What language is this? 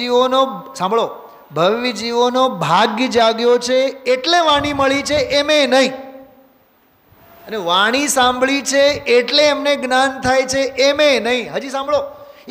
Gujarati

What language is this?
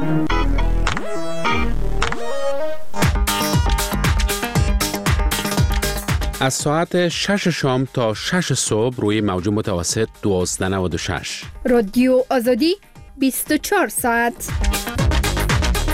Persian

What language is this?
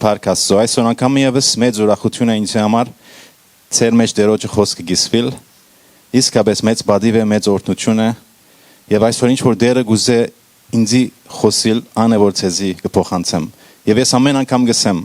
Western Armenian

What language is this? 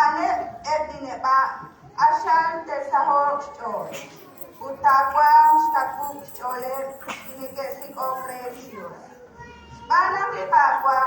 Kekchí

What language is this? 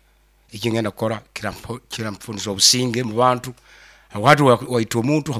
Nyoro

